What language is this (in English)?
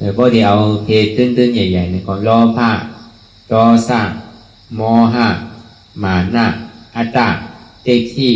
Shan